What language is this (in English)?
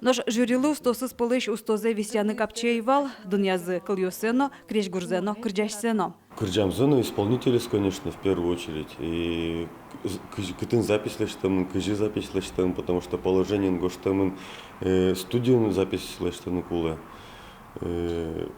Udmurt